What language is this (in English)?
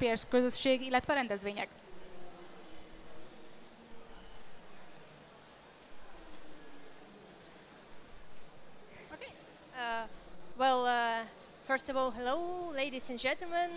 Hungarian